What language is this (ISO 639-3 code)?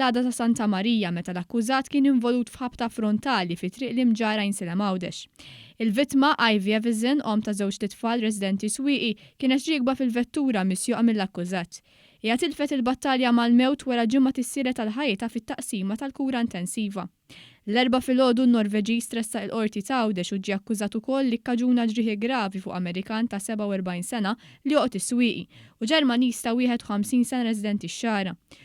mlt